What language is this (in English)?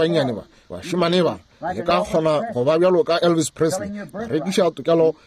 Northern Sotho